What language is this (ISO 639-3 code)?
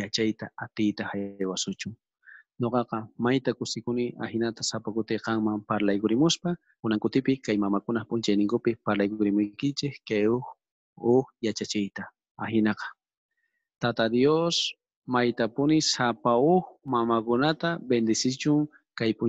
quh